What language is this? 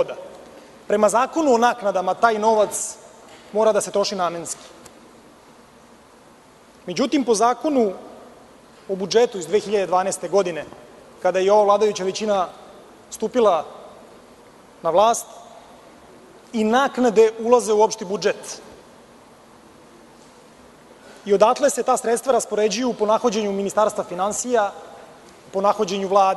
Serbian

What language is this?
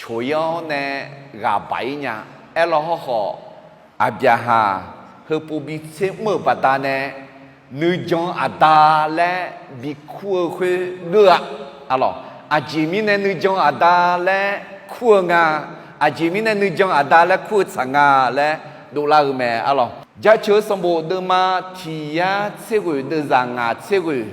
Akha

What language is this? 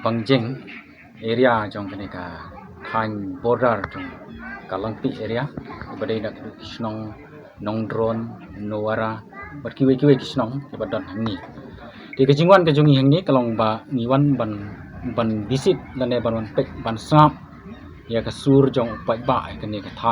Khasi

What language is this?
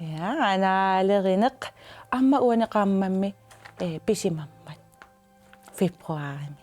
Kalaallisut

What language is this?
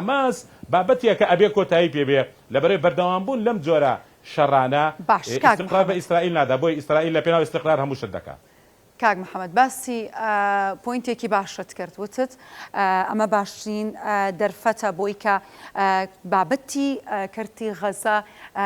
Central Kurdish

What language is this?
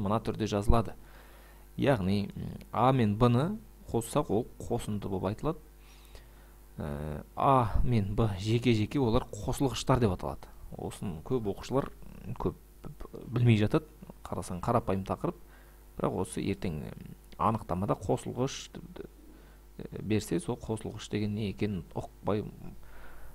Kazakh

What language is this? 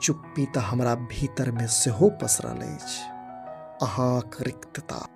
Maithili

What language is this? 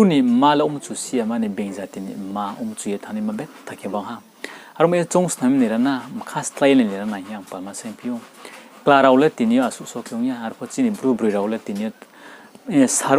Riang (India)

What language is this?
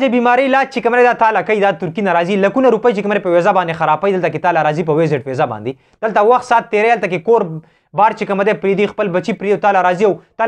Pashto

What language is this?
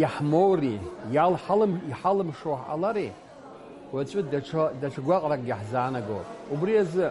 Abkhazian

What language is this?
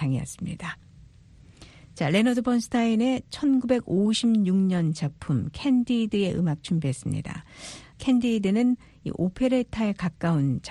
Korean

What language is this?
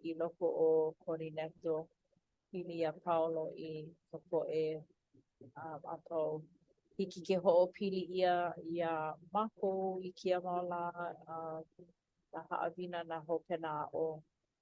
Hawaiian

